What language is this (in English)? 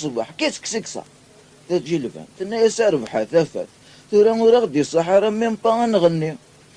Kabyle